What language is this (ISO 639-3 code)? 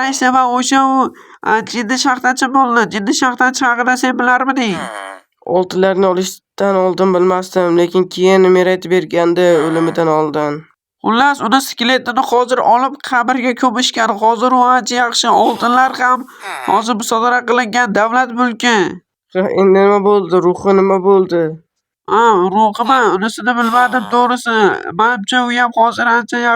uzb